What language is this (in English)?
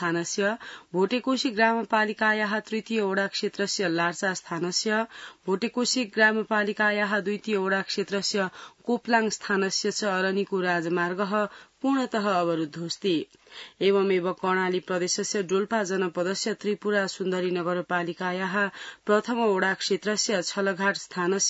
Sanskrit